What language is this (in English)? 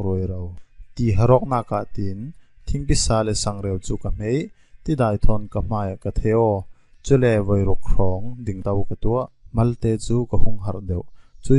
Falam Chin